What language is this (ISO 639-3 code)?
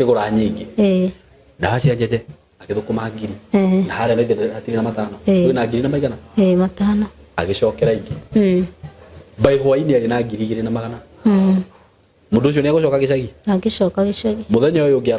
kik